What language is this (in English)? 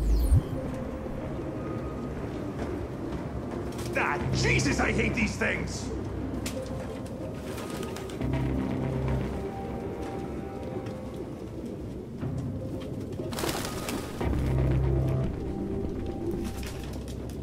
English